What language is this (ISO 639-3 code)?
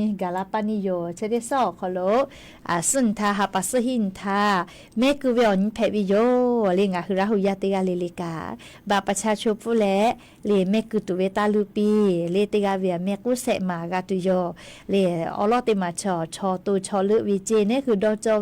lhu